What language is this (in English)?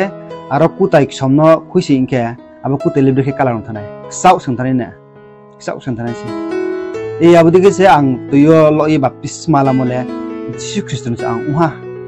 Riang (India)